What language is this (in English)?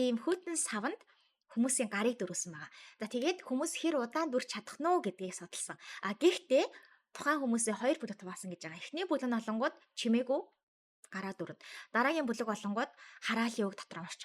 Mongolian